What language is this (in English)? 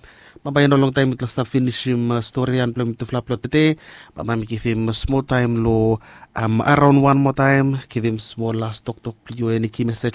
Bislama